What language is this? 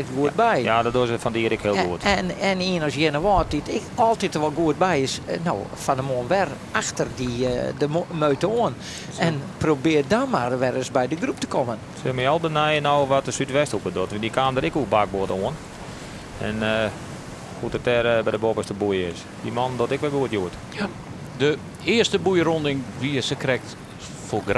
Western Frisian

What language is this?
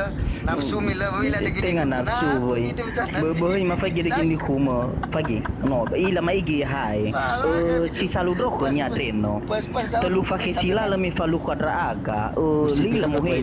Nias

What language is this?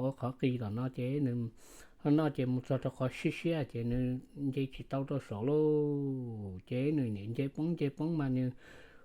Hmong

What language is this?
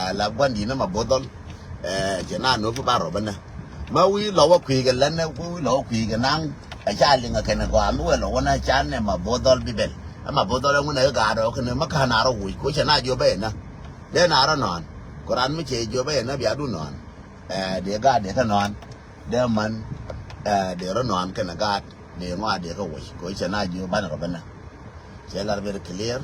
Nuer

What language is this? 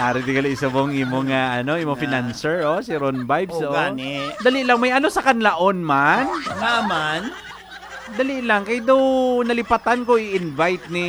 Hiligaynon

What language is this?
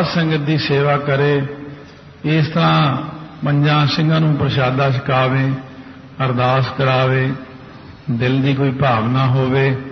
Punjabi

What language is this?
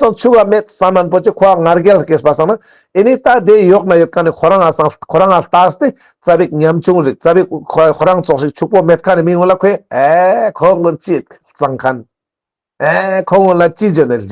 Ladakhi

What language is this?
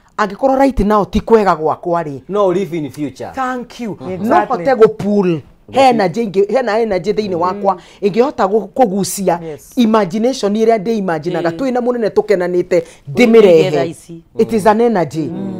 Kikuyu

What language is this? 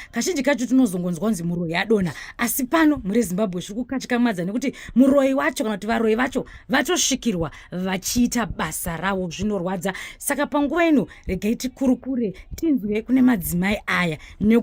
Shona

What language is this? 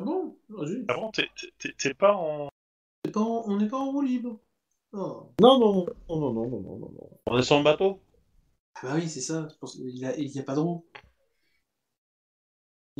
French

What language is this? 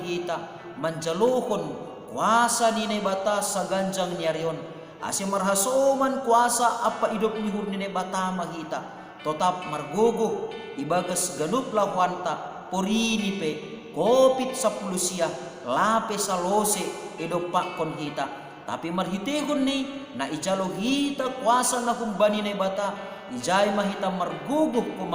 Batak Simalungun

